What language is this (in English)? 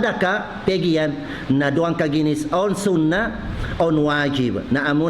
Tausug